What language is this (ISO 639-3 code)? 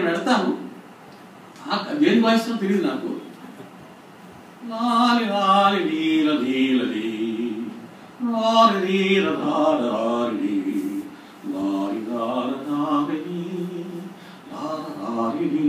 tel